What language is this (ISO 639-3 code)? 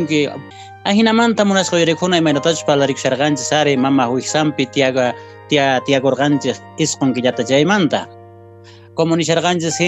que